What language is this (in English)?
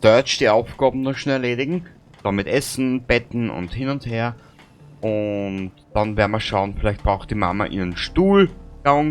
Bavarian